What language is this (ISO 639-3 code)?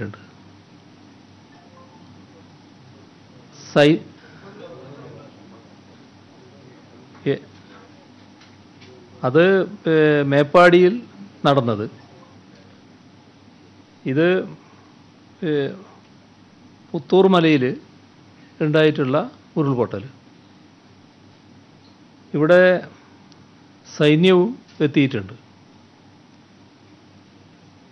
mal